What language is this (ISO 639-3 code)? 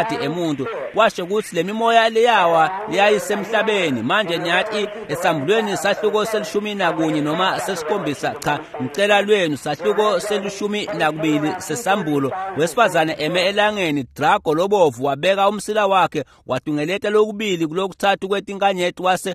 ssw